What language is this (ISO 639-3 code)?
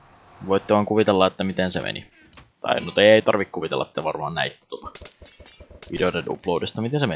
fin